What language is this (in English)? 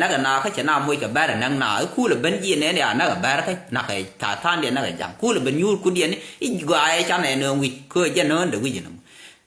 Nuer